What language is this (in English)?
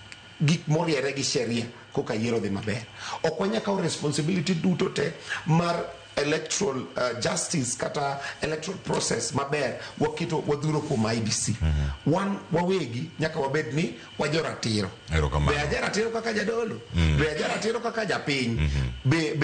Luo (Kenya and Tanzania)